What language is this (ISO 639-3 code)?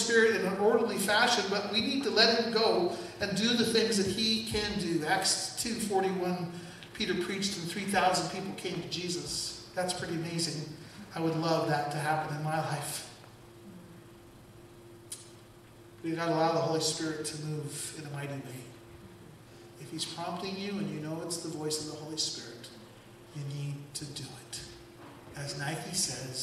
eng